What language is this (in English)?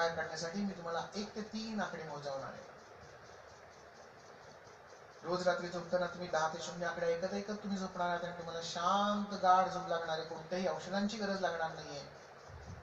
Marathi